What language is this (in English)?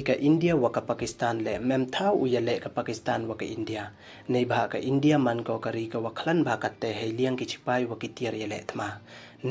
Pnar